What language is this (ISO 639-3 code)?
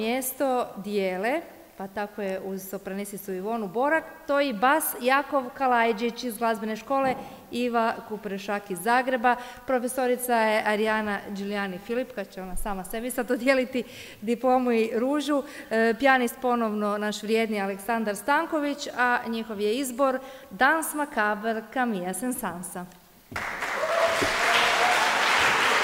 hrv